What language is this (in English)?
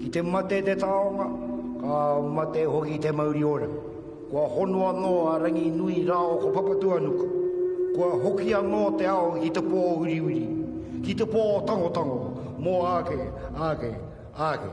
Māori